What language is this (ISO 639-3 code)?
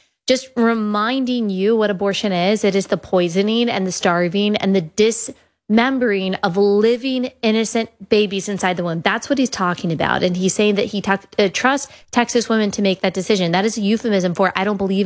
eng